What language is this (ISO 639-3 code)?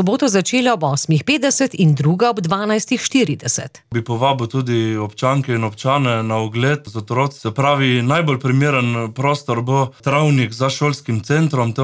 slv